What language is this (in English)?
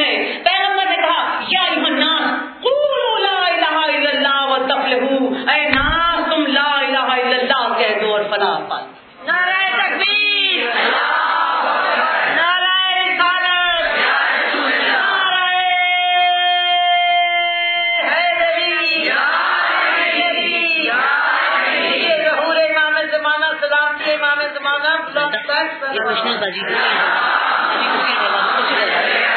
Urdu